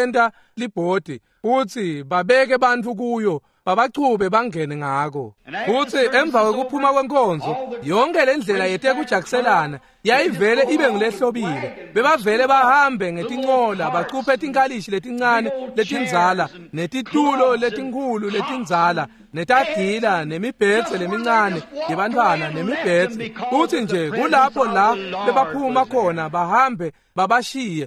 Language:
Swati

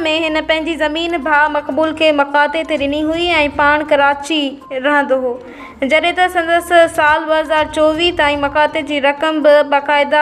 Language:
Sindhi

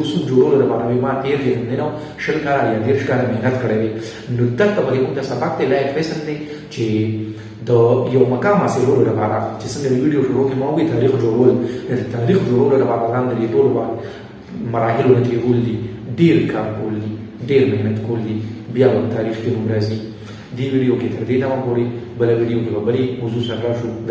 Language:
Pashto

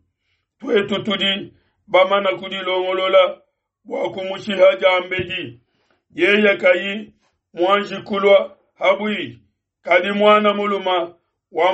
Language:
Luba-Lulua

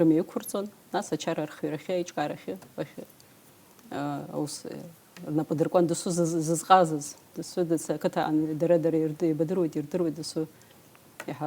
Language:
Abkhazian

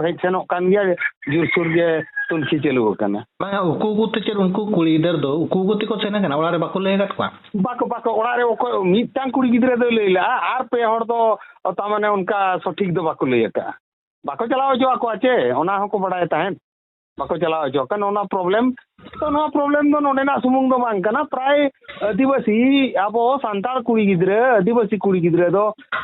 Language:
Santali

